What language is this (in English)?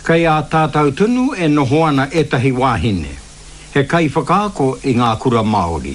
Māori